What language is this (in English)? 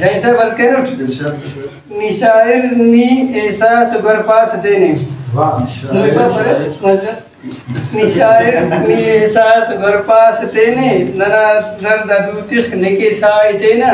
Brahui